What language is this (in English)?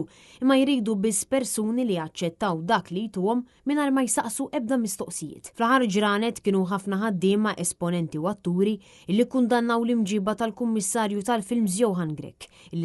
Maltese